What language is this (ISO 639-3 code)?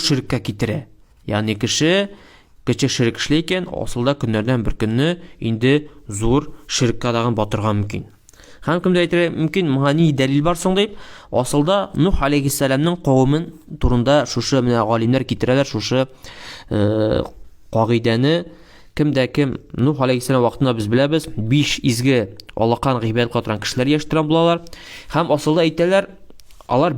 tat